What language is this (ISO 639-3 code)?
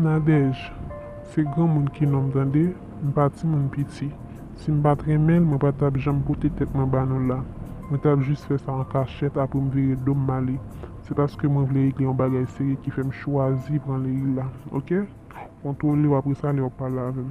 hat